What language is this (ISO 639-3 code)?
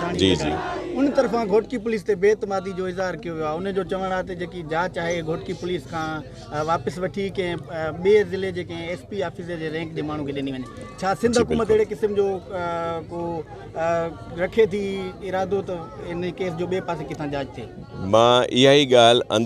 snd